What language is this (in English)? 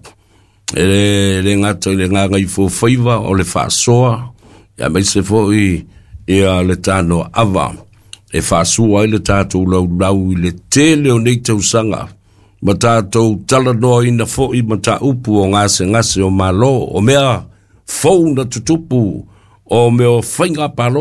Samoan